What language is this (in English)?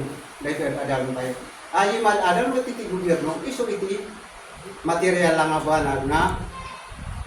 Iloko